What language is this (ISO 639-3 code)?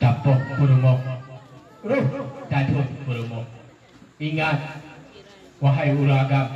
ace